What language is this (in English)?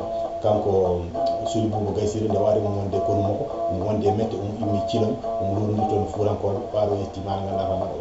Fula